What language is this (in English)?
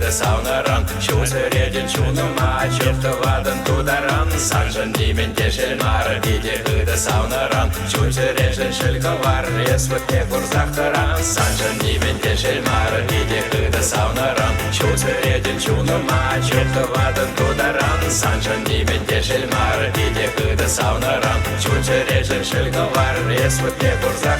Chuvash